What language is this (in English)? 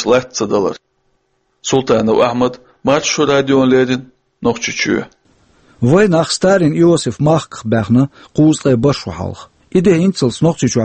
Chechen